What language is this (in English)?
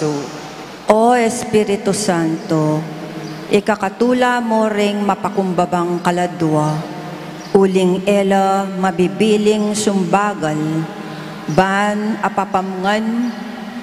Pampanga